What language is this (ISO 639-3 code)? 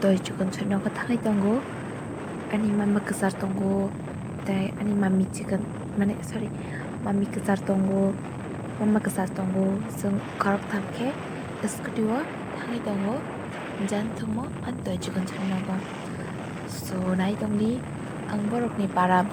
trp